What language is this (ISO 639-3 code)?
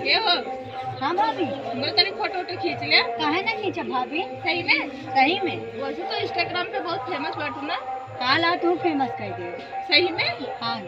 awa